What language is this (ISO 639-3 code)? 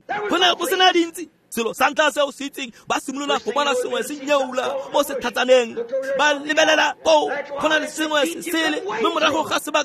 tsn